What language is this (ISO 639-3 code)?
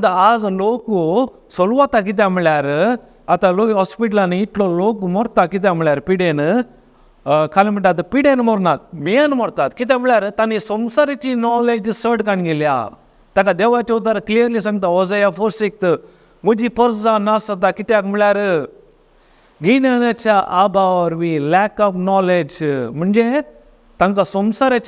kok